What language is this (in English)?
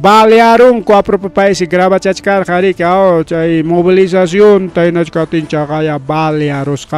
Ayacucho Quechua